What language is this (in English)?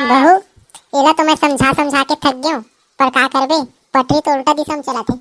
Chhattisgarhi